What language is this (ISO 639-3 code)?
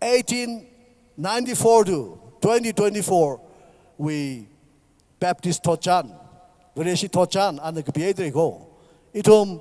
nmf